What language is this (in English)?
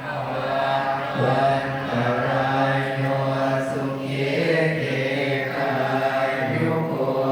Pali